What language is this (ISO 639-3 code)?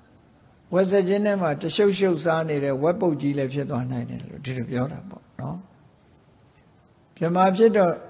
mya